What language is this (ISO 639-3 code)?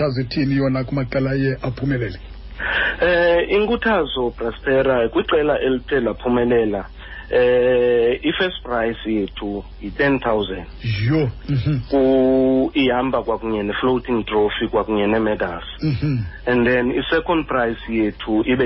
xho